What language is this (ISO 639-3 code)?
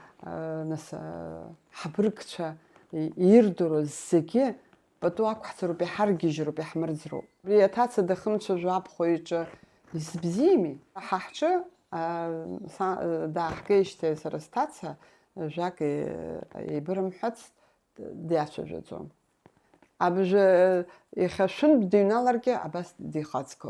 abk